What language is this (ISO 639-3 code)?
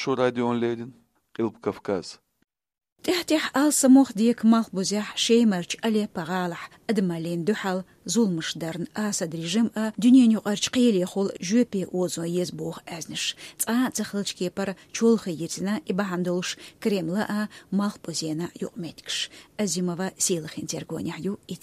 che